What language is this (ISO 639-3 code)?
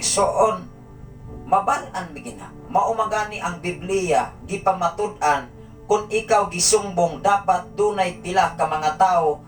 ceb